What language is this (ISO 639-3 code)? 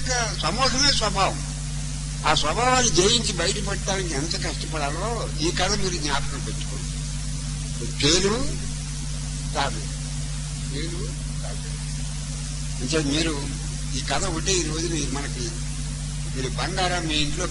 tel